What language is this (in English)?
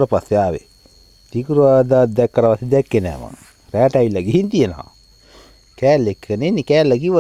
Sinhala